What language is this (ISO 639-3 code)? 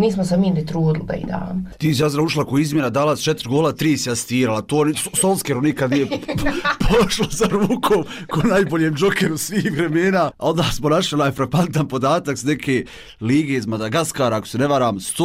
bos